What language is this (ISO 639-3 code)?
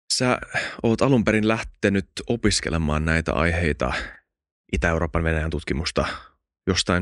fin